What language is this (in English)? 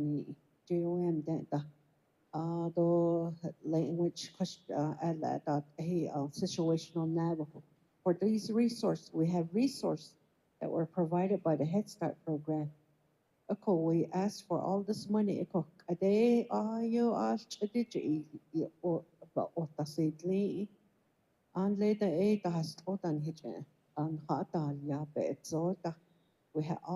Navajo